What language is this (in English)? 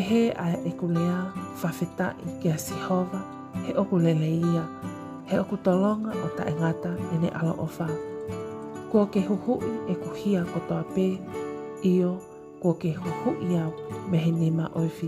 Tongan